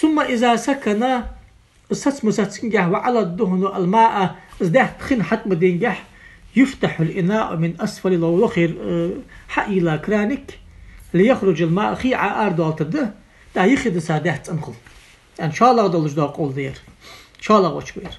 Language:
Ingush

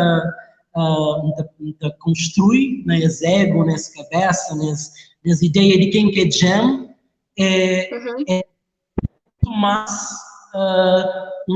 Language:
Kabuverdianu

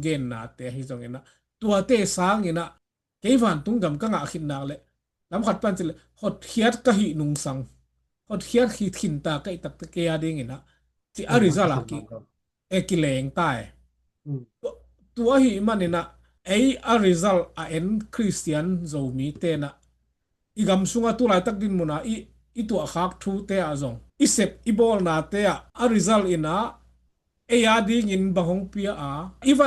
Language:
Tedim Chin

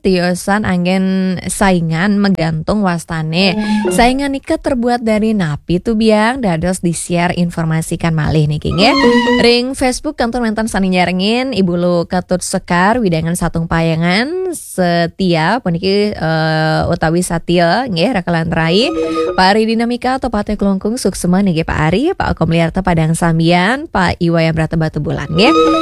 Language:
Balinese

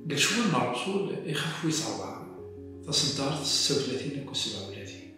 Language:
Kabyle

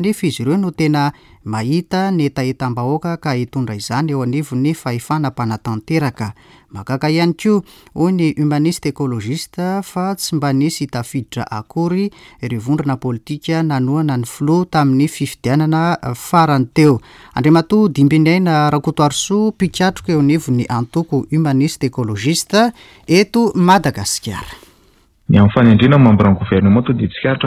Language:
Malagasy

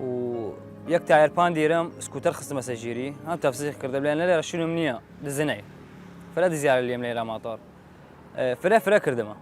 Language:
Southern Kurdish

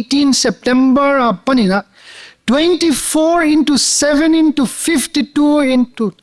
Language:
Paite Chin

